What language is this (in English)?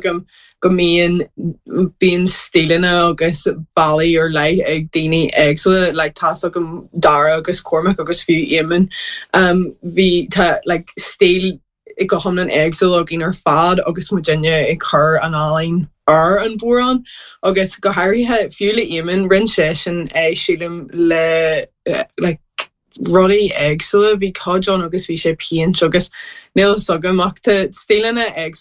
Irish